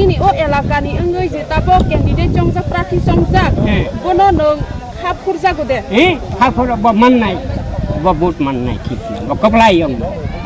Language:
Kok Borok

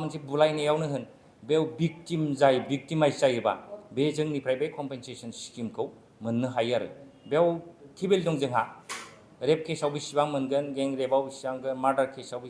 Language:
Bodo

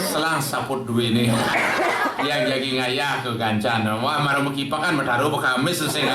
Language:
Balinese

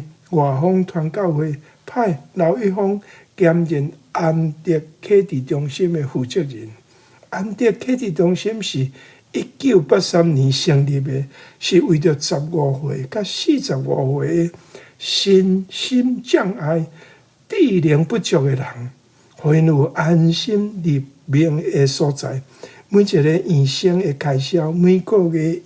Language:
Min Nan Chinese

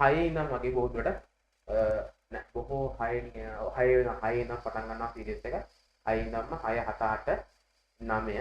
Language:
Sinhala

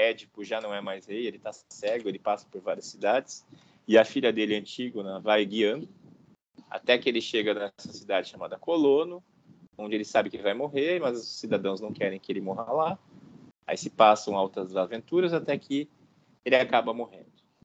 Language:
Portuguese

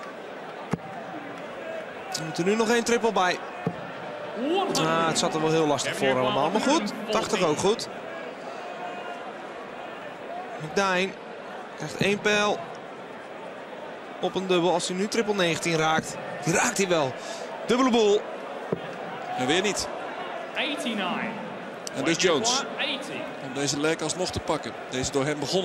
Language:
Dutch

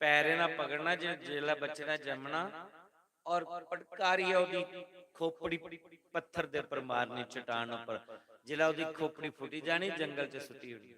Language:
Dogri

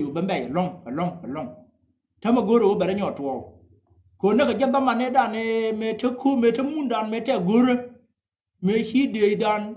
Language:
Nuer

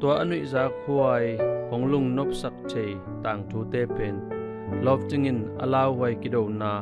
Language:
Tedim Chin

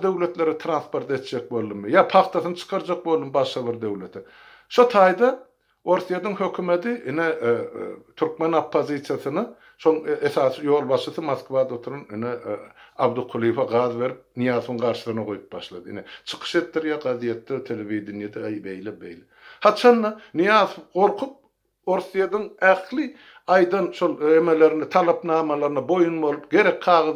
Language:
Turkmen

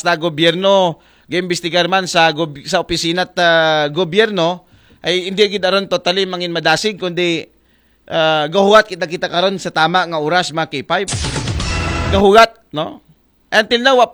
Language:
Aklanon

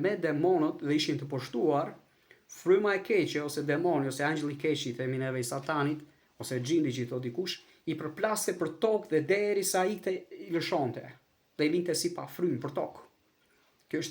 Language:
Albanian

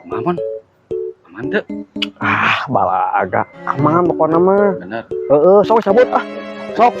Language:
Sundanese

